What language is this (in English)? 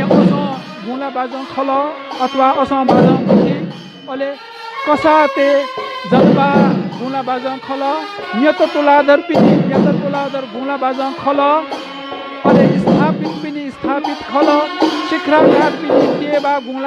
Newari